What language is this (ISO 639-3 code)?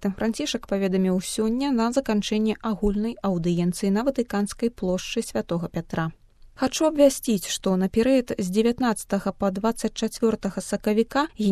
bel